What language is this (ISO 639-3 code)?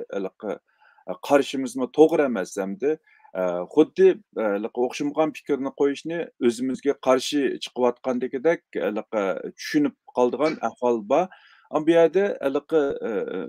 uig